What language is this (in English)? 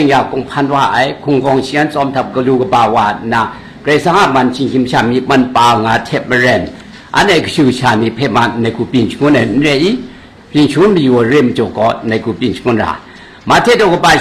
Kachin